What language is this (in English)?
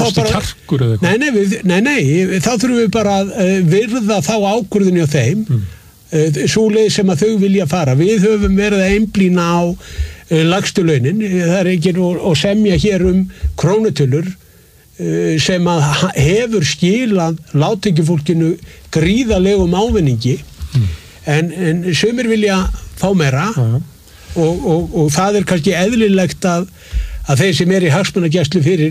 Icelandic